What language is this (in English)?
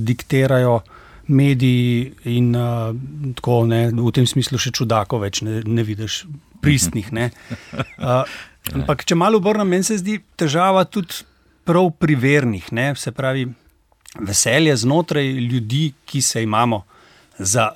Slovenian